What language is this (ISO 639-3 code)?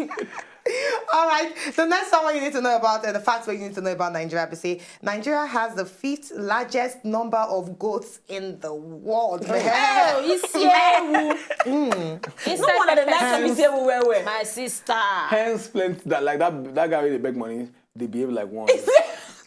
pcm